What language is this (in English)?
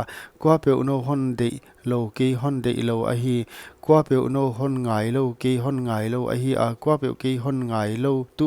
Paite Chin